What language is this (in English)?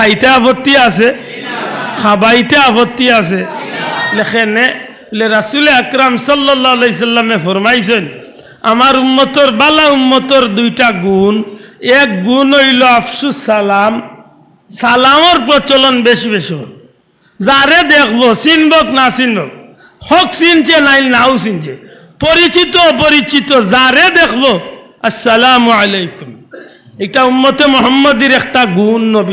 Sylheti